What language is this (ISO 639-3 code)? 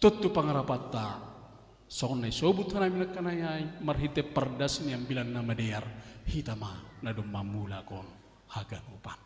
bts